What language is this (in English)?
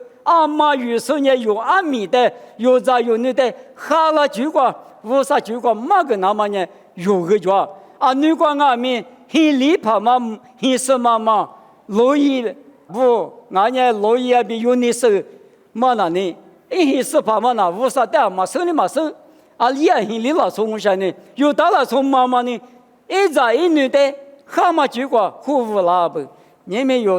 Lisu